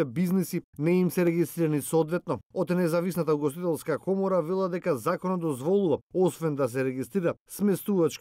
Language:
Macedonian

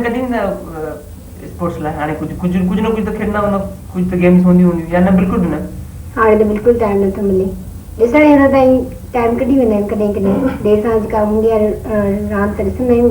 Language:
Sindhi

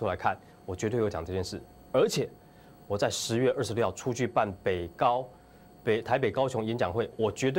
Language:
Chinese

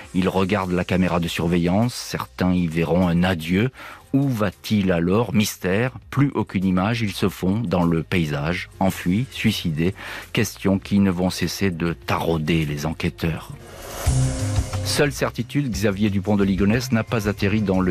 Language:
French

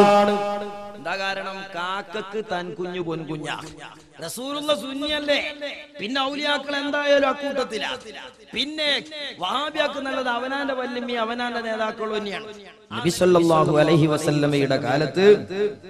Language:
Malayalam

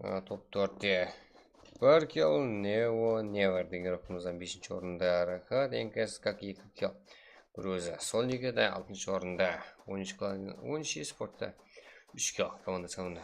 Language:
Kara-Kalpak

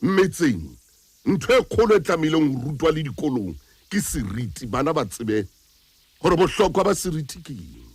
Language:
Southern Sotho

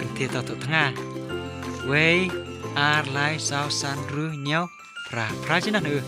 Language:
Khasi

